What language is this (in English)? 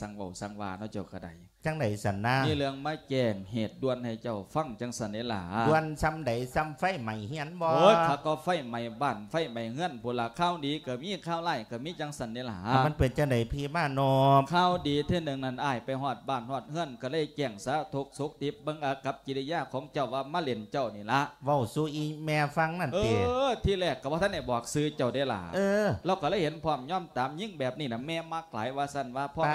Lao